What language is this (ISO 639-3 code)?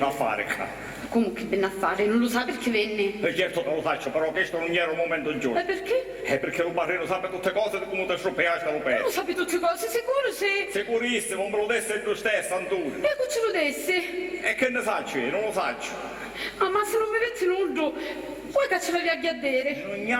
scn